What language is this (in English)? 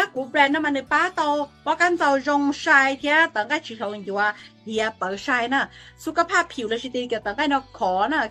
Hmong